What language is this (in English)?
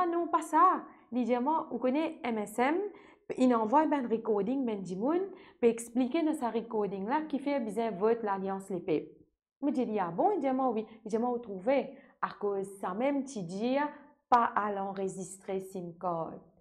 Morisyen